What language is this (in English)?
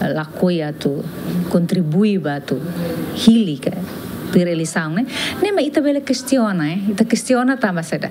Tetum